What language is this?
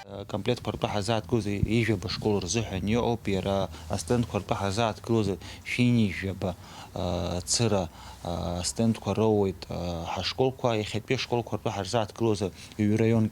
Abkhazian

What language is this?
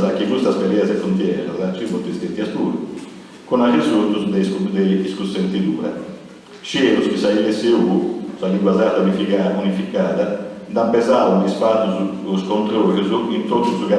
Sardinian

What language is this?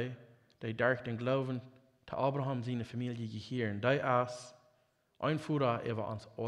Plautdietsch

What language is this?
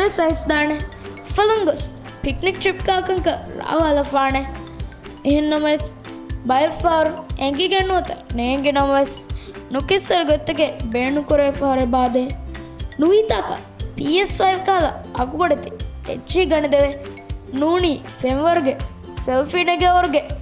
Divehi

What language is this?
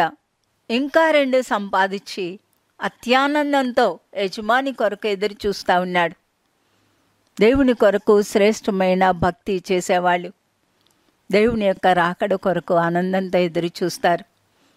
Telugu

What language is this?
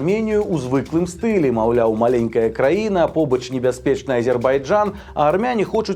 Belarusian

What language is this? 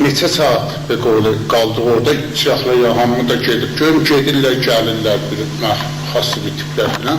South Azerbaijani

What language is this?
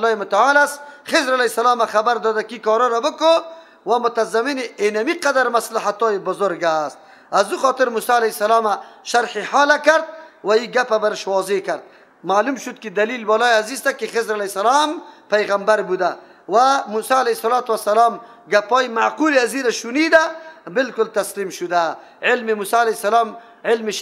Persian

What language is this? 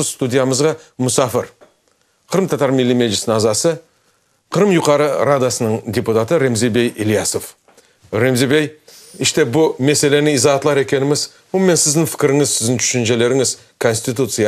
Crimean Tatar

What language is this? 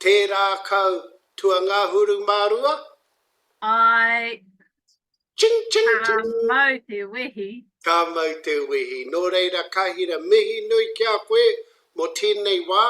Māori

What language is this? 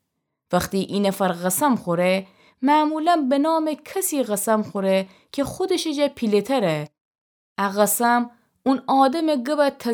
Gilaki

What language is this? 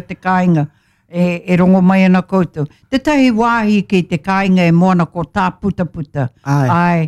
Māori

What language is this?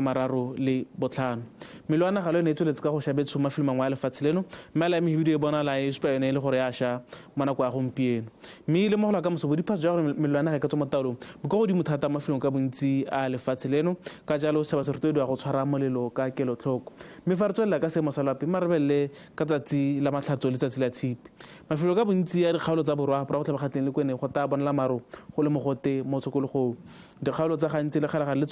Tswana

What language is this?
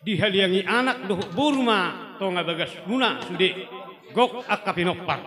Batak Toba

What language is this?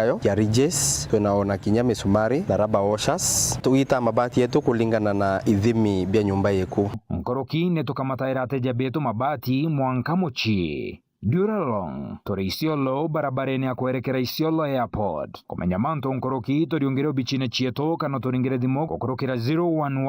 Meru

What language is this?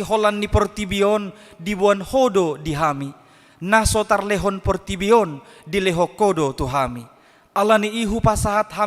Batak Toba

